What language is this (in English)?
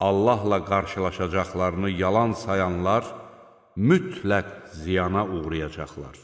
Azerbaijani